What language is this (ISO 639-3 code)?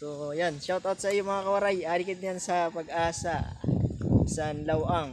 war